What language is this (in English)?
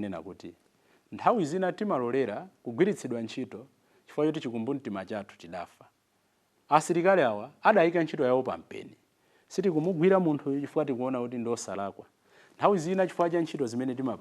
Nyanja